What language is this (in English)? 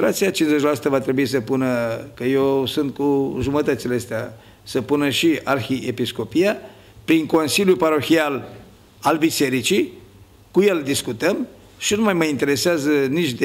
Romanian